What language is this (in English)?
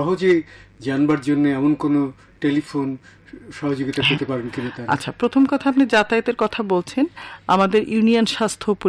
Bangla